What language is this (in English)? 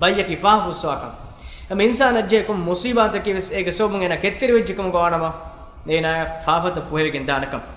Divehi